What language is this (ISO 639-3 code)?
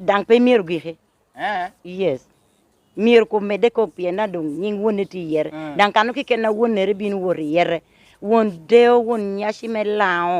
laj